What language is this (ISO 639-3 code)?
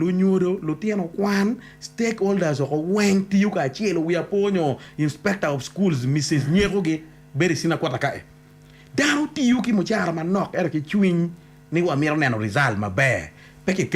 ach